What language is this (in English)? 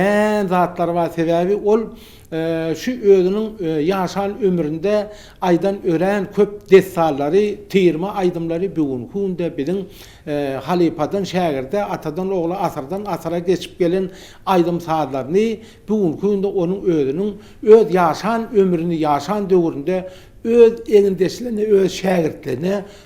Turkmen